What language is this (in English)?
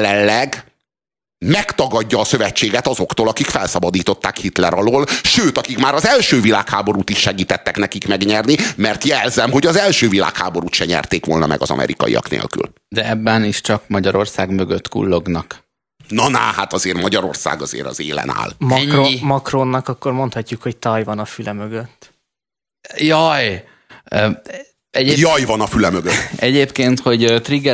Hungarian